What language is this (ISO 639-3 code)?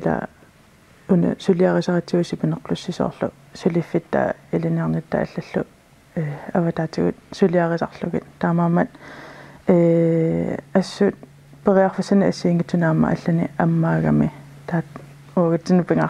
kal